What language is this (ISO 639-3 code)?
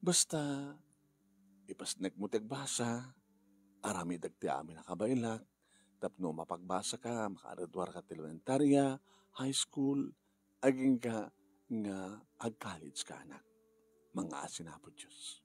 ilo